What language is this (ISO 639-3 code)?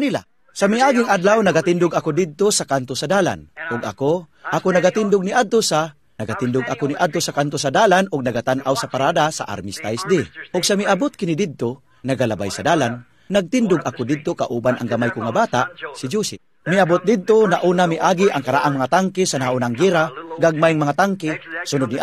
ceb